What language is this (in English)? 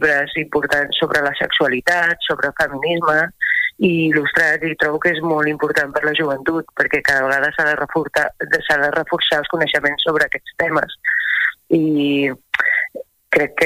Catalan